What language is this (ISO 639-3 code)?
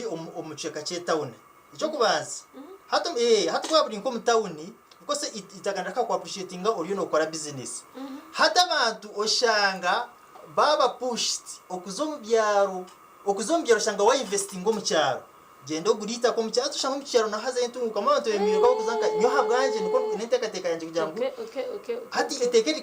nyn